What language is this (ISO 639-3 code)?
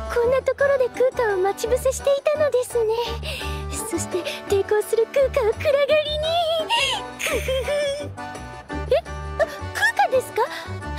jpn